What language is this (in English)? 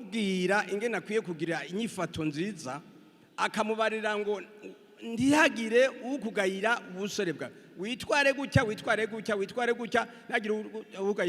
Rundi